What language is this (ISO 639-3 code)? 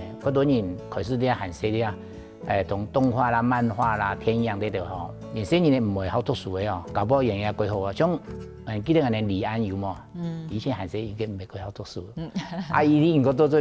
hak